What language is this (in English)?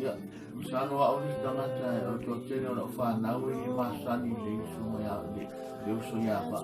Samoan